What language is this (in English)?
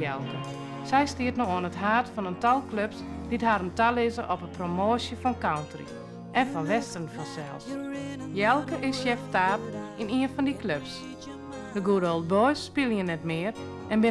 Western Frisian